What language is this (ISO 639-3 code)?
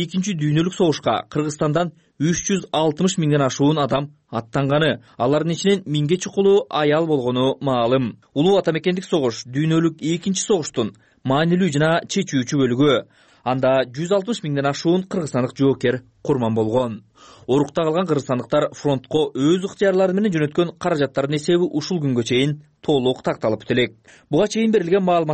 kir